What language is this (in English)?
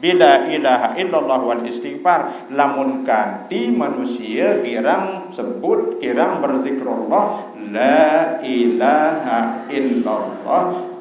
Sasak